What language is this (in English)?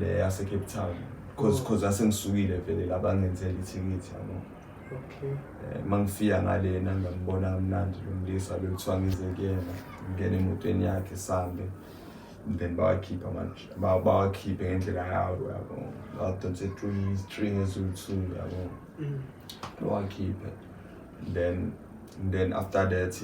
Zulu